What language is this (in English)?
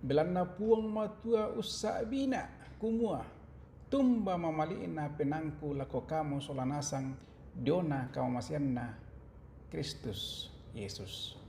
Toraja-Sa'dan